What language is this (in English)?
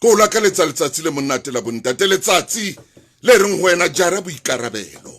Southern Sotho